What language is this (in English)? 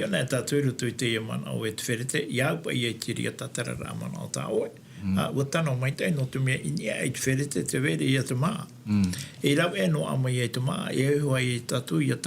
Tahitian